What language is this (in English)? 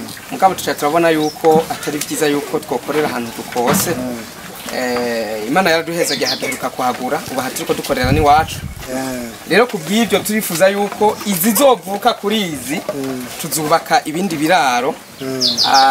Rundi